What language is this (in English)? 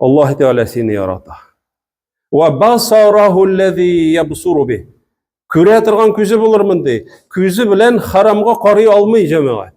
Tatar